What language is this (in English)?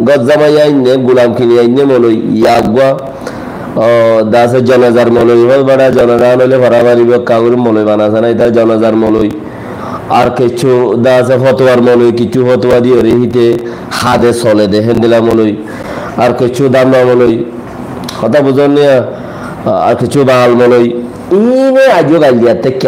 Rohingya